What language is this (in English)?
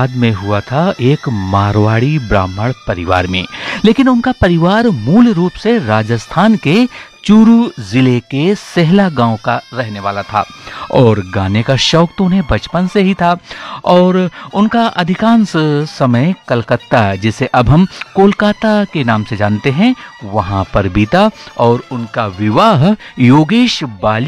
Hindi